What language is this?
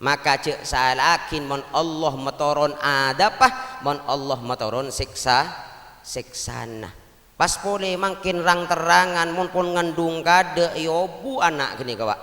Madurese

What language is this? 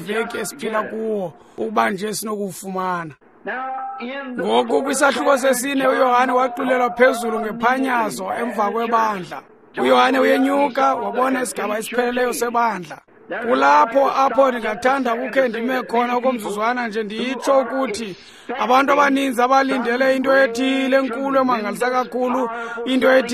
Xhosa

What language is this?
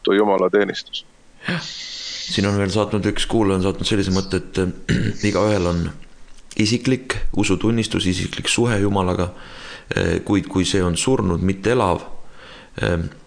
Estonian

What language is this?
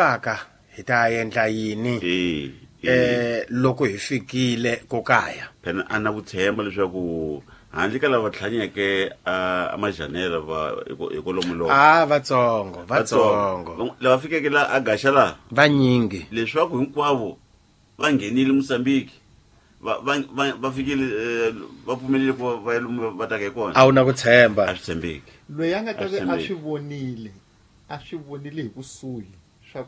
Tsonga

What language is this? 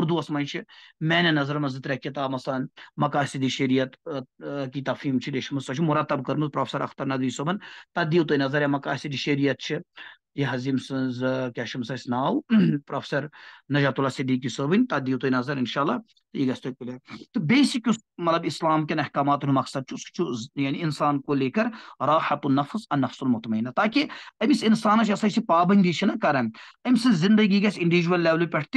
Kashmiri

